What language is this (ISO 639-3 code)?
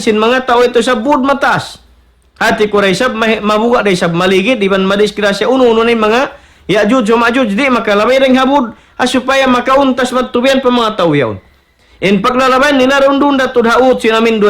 tsg